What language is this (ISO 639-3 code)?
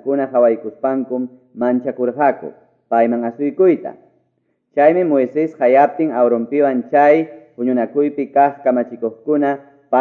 que